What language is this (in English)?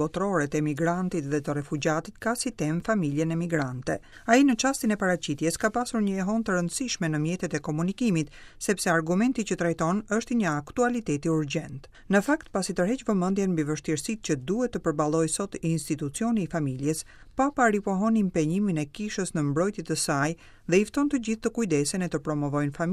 Albanian